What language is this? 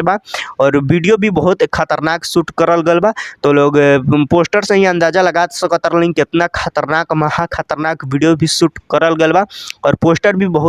Bhojpuri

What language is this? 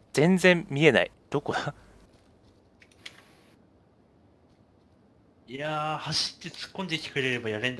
Japanese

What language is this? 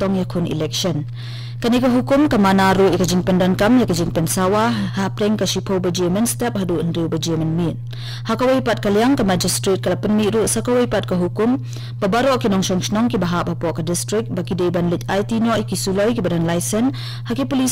Khasi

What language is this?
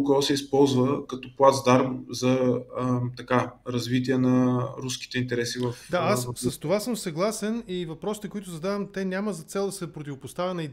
Bulgarian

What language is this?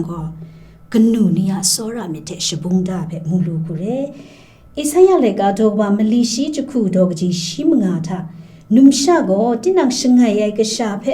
Kachin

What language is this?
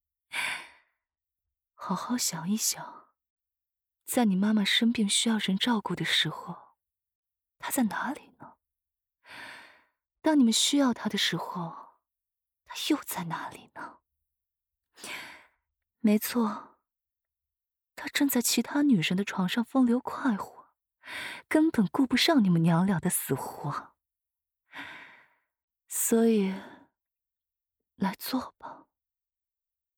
Chinese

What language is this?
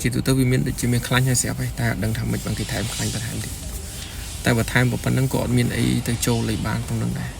Khmer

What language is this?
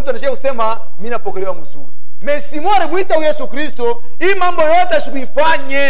Swahili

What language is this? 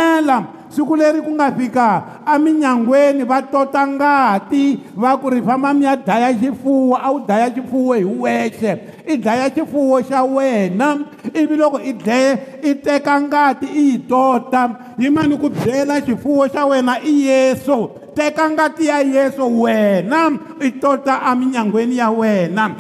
Tsonga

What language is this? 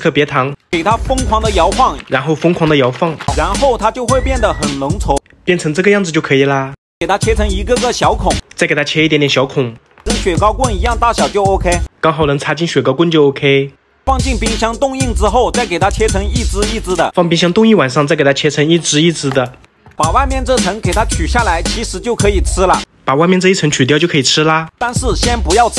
Chinese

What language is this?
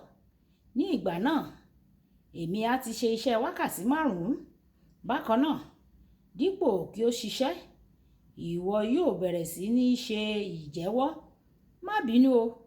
Yoruba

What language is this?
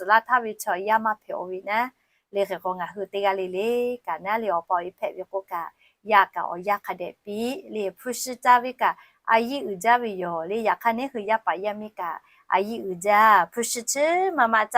Lahu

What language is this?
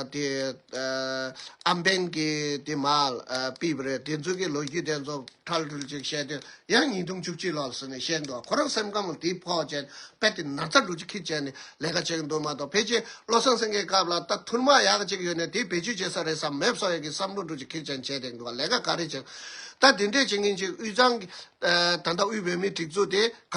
Tibetan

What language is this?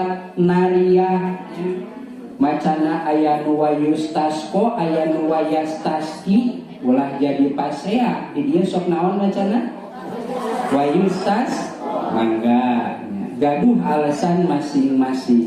Sundanese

